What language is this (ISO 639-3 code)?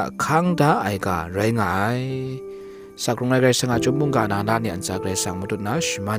kac